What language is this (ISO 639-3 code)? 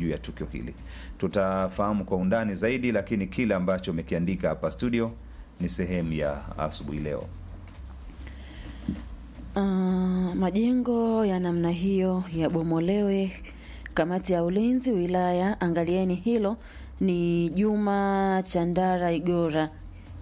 swa